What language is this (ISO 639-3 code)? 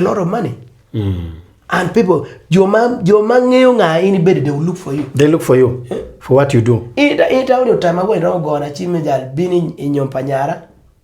ach